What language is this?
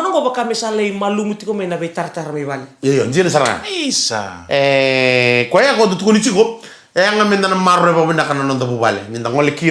Fijian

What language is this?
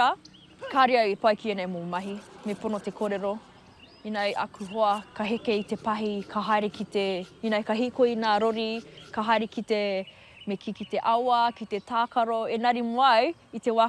Māori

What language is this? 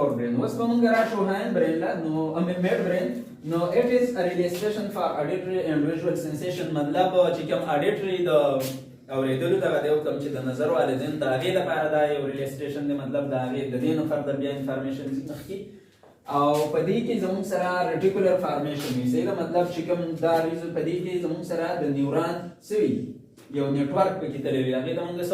Pashto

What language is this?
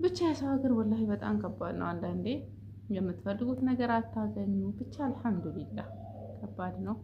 Amharic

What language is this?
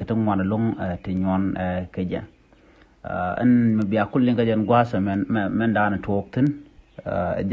Nuer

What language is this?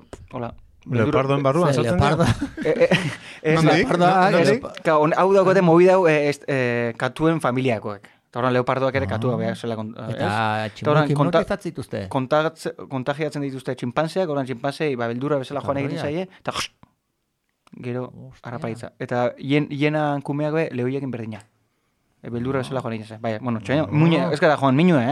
Basque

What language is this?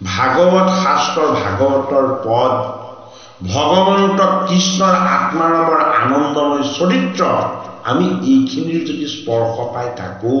Assamese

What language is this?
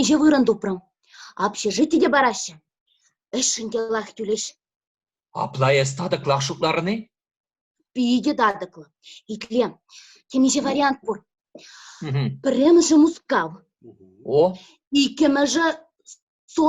Chuvash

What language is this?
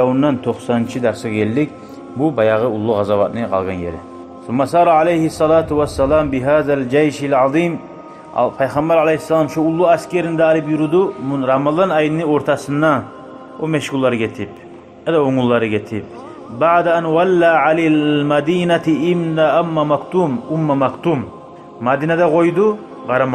Kumyk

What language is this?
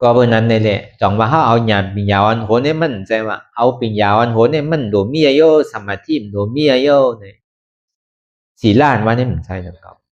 Shan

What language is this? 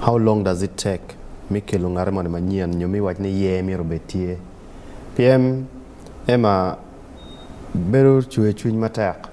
Acoli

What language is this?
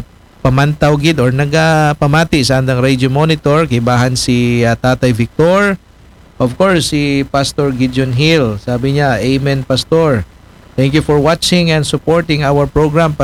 Aklanon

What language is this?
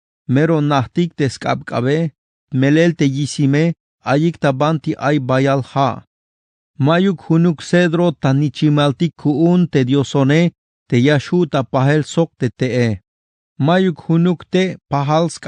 Tzeltal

